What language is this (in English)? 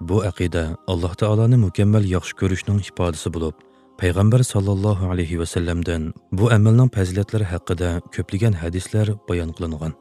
Uyghur